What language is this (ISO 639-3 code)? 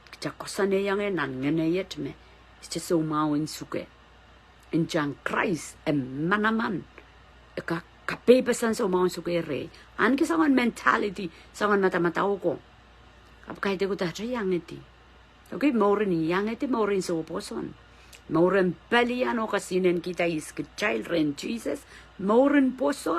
pon